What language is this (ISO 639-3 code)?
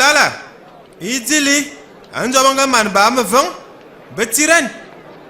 ewo